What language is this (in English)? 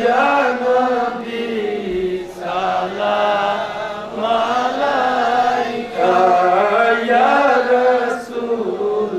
Sylheti